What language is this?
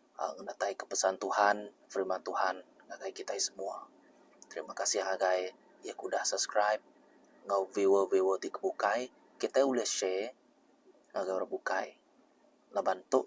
Iban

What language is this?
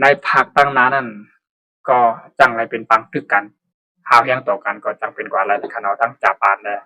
Shan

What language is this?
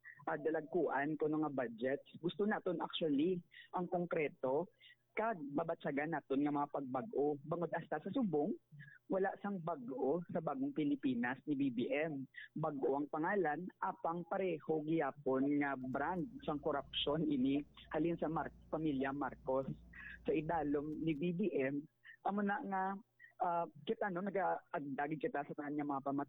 Hiligaynon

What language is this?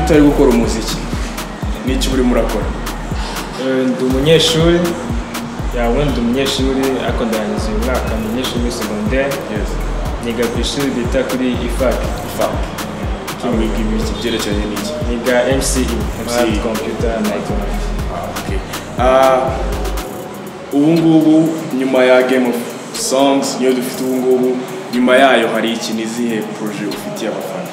Kinyarwanda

